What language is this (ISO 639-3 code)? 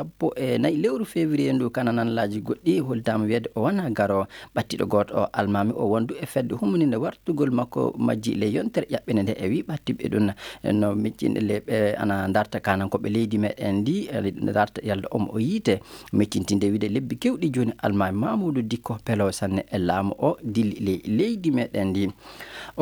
ful